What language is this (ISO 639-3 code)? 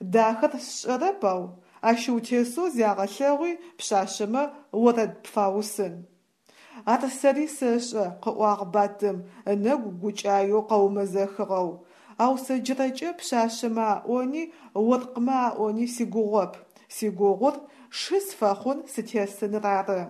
ady